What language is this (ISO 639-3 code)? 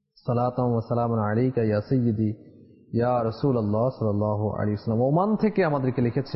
ben